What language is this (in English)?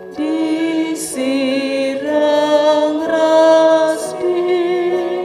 Batak Karo